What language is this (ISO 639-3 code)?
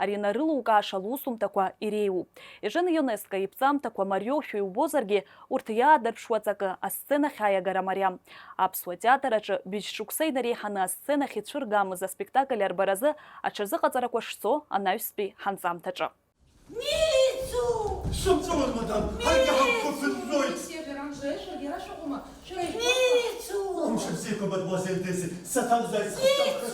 abk